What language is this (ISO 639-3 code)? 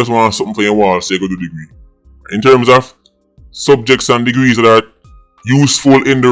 jam